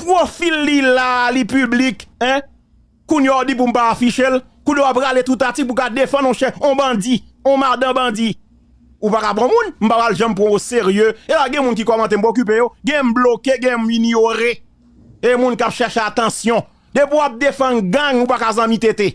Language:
Haitian Creole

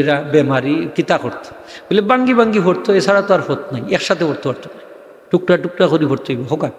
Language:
Sylheti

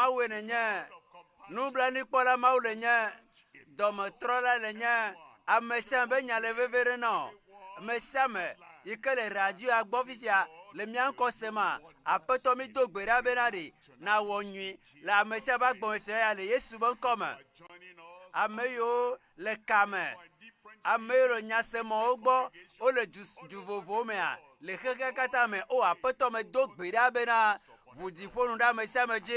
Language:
Ewe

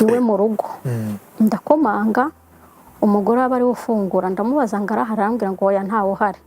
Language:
Kinyarwanda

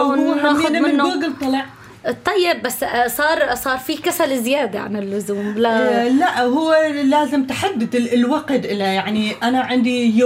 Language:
North Levantine Arabic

